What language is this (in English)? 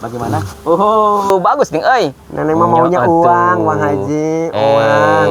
Sundanese